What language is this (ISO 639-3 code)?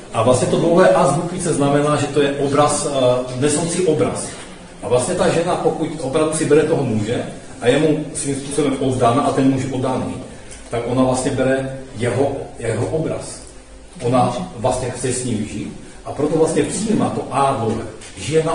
ces